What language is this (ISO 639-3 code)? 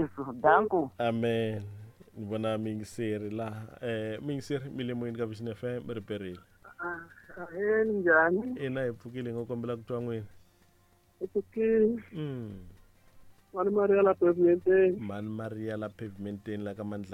tso